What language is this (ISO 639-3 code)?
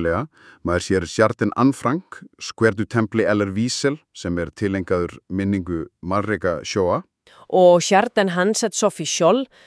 isl